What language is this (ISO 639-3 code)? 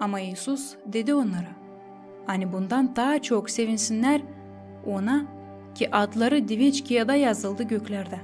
gag